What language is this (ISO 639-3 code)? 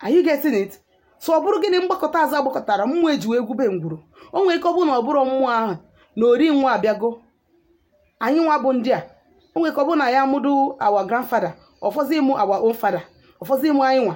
ibo